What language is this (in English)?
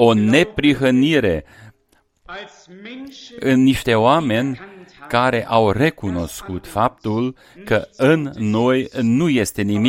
Romanian